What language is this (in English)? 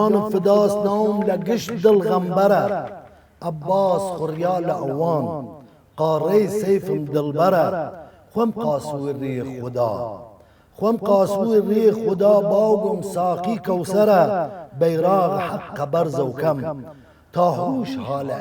Southern Kurdish